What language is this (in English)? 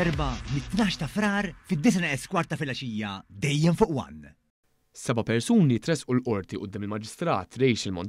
Maltese